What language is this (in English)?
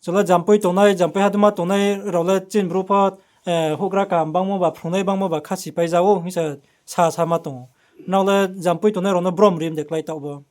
Riang (India)